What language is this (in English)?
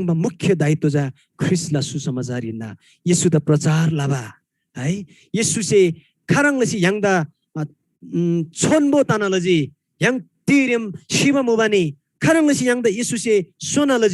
Eastern Tamang